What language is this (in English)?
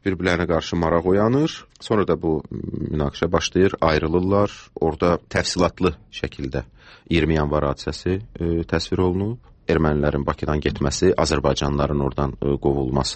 Azerbaijani